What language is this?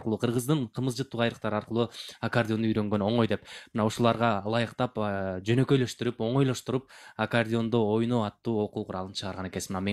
Kyrgyz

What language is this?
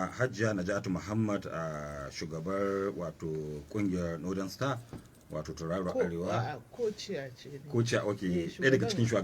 Hausa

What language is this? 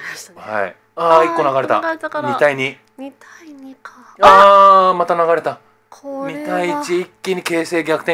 Japanese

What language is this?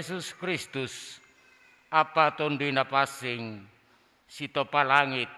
Batak Simalungun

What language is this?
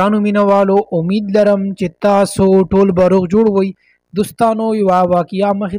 Pashto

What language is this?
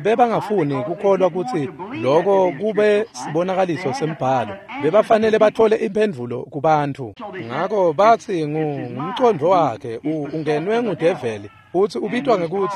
Swati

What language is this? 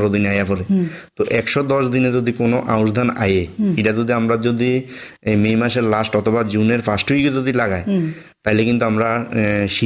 Bangla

